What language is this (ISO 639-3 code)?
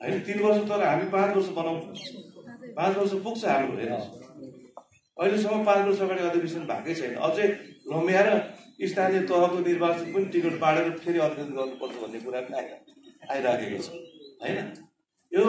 nep